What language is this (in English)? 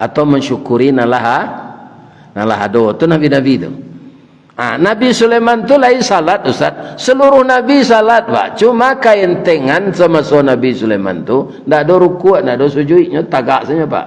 Minangkabau